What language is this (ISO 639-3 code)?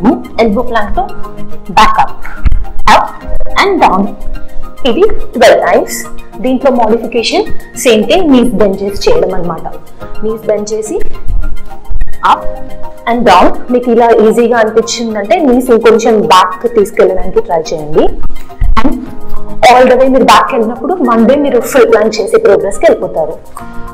tel